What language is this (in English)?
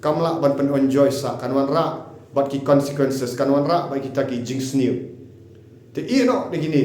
Khasi